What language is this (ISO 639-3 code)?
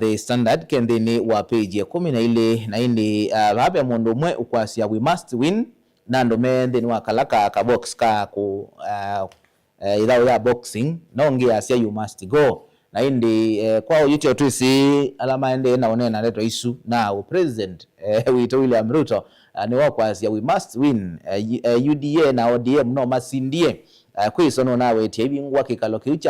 kam